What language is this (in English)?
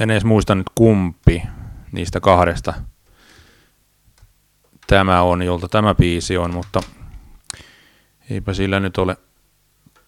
Finnish